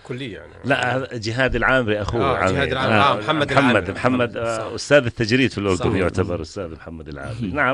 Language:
North Levantine Arabic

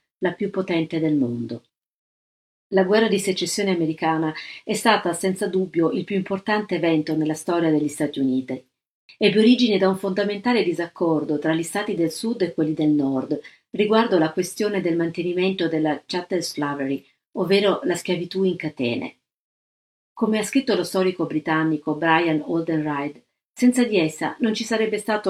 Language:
Italian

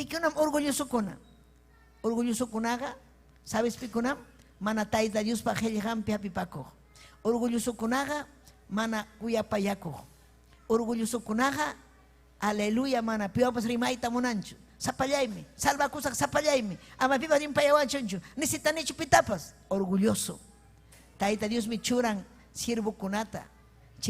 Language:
Ayacucho Quechua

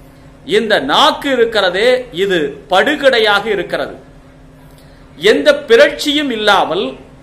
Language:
Tamil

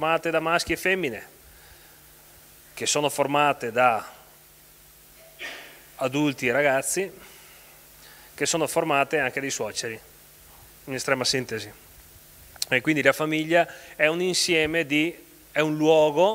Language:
Italian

